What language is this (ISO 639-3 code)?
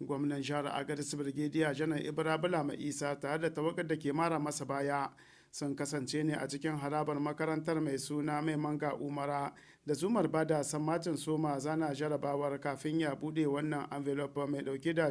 hau